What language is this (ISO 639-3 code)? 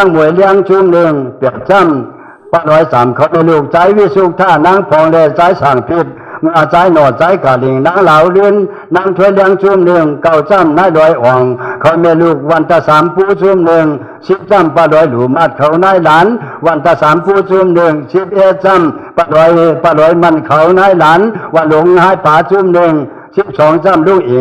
shn